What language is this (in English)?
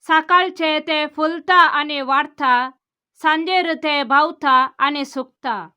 Konkani